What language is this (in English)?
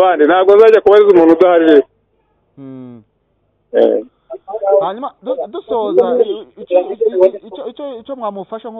Kinyarwanda